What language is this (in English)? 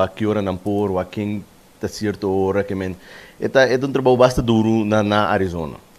Papiamento